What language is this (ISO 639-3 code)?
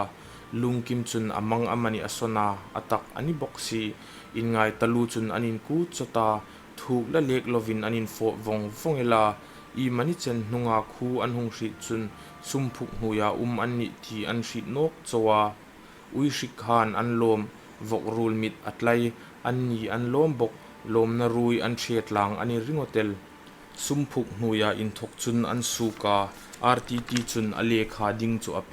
hmr